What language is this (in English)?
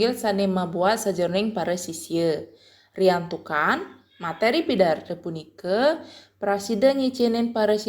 Balinese